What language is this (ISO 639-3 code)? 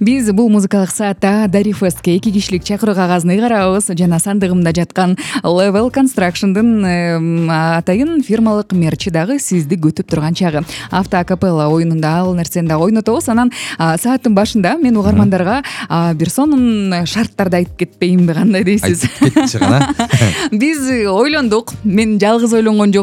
kir